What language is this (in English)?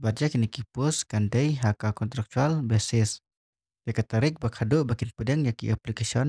Khasi